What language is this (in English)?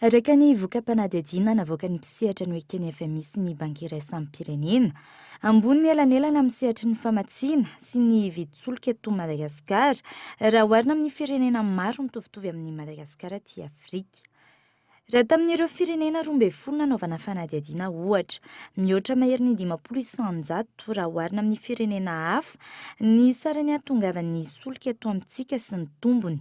Malagasy